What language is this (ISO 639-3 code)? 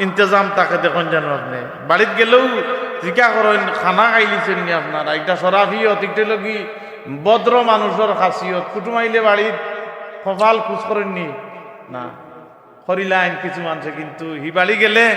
syl